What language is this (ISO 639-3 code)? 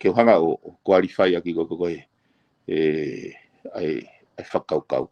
ton